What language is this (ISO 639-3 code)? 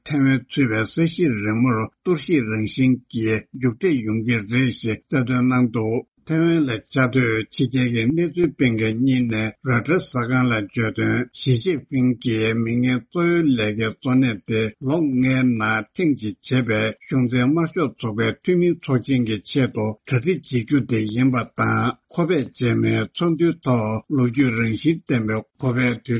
bod